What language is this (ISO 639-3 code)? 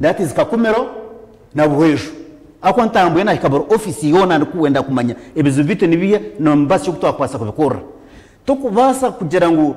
nyn